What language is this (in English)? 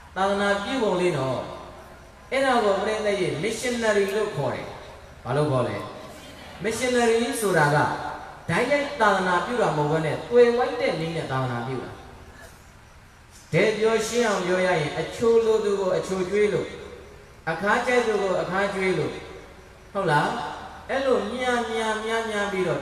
Burmese